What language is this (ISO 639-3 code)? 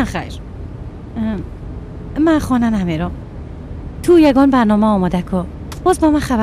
fas